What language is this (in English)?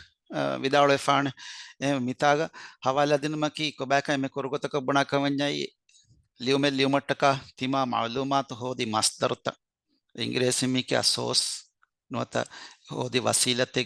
Divehi